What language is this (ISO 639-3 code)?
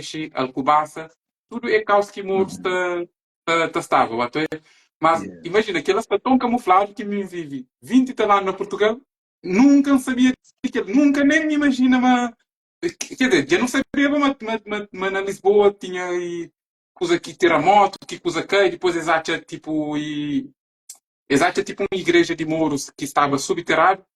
kea